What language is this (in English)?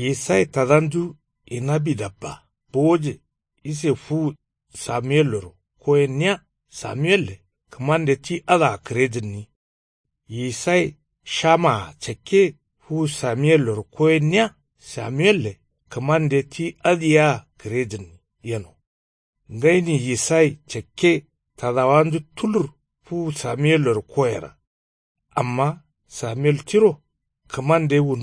Kanuri